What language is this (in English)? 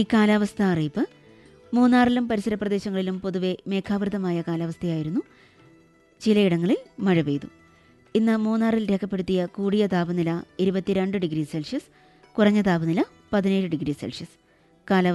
Malayalam